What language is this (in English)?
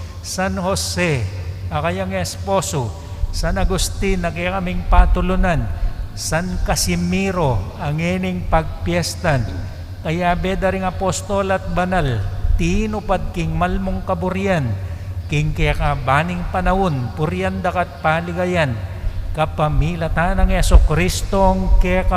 Pampanga